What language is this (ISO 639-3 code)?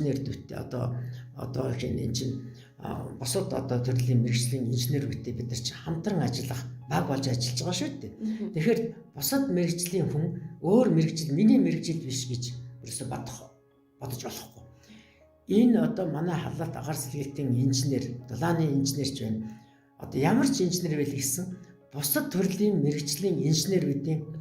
mon